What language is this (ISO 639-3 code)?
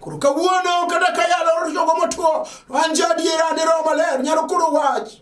luo